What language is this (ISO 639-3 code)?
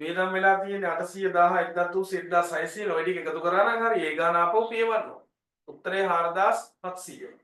sin